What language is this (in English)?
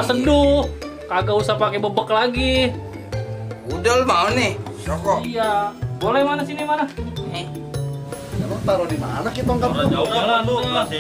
Betawi